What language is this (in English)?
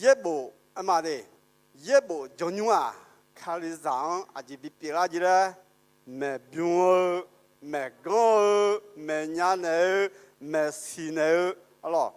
Akha